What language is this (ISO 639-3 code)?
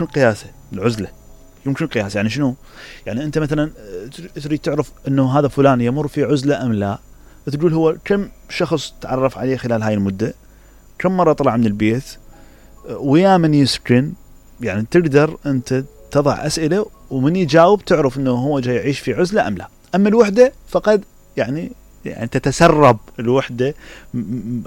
acm